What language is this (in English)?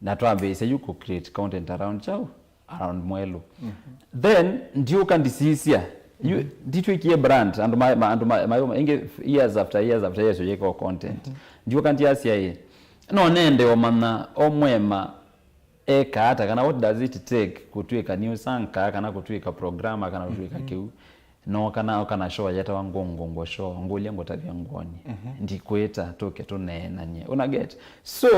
Kamba